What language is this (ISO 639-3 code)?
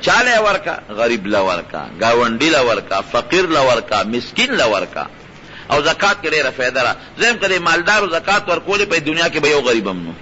pus